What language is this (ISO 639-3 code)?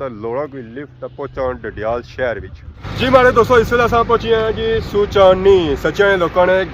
phr